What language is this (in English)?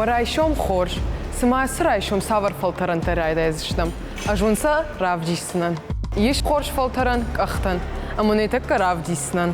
Ossetic